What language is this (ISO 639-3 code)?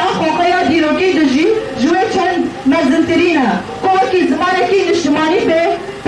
kur